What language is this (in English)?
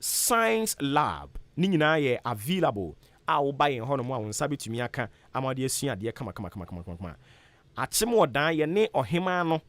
Akan